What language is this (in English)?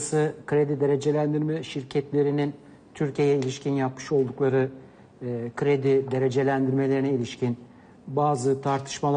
Turkish